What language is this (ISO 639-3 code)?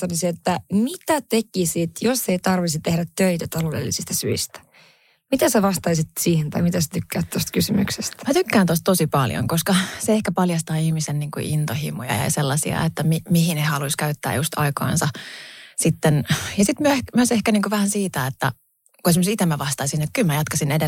fin